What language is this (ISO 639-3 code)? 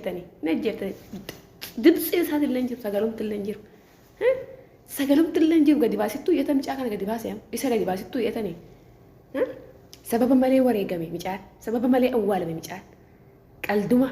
orm